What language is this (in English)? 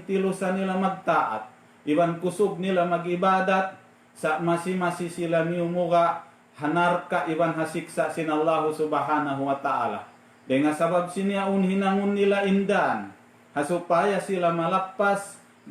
Tausug